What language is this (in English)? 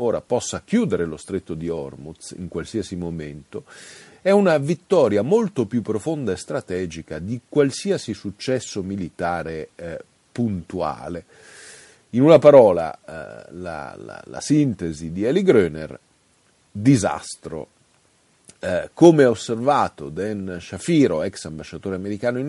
Italian